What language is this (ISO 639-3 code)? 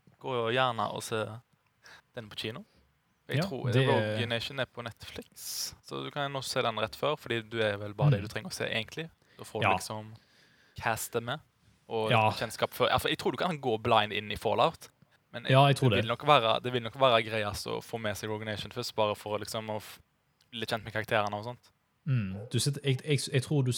nor